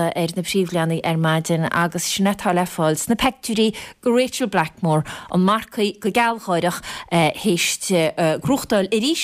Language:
Irish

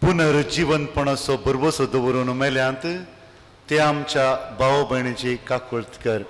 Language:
Konkani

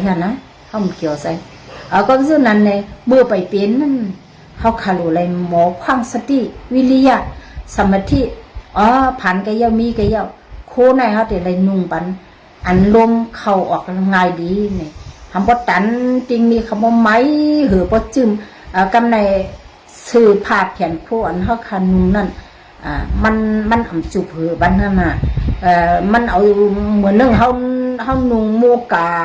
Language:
Shan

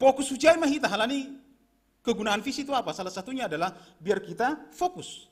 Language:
Batak Simalungun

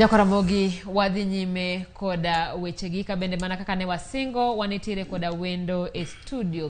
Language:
Luo (Kenya and Tanzania)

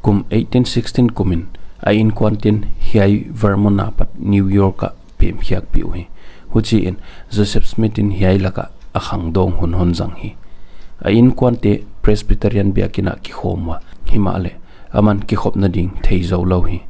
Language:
Paite Chin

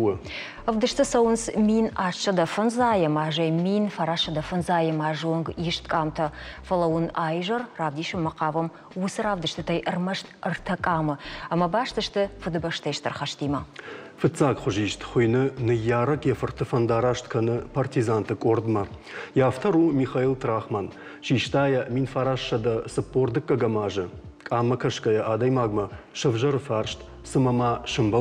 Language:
Ossetic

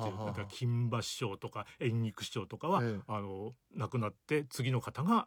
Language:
Japanese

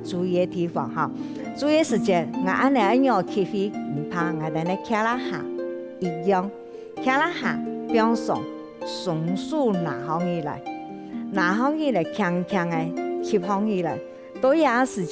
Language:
Hakka Chinese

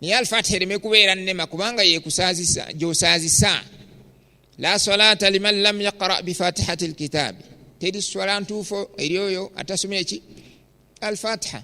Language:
Ganda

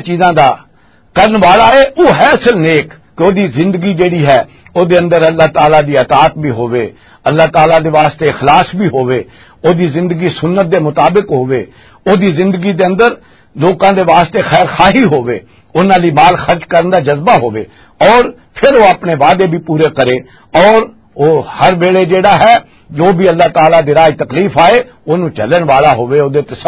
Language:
Western Panjabi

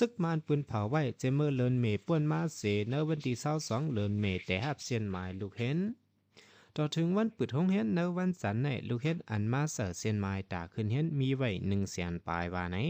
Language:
Shan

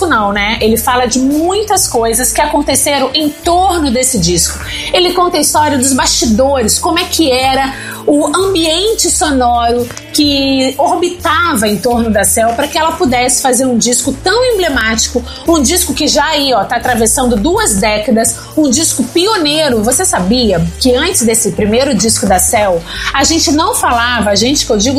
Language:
Portuguese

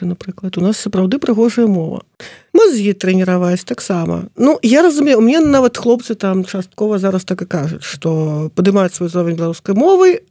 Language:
Belarusian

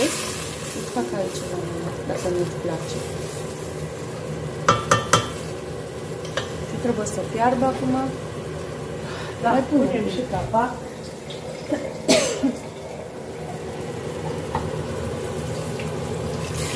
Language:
Romanian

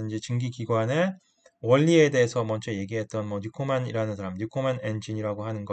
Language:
Korean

